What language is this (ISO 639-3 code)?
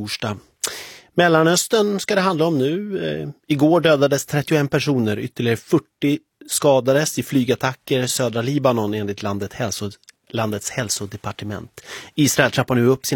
swe